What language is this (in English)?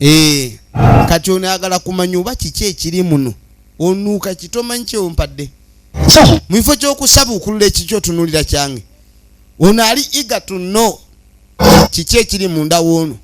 Ganda